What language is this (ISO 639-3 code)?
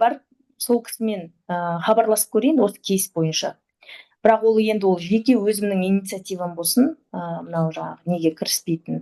kaz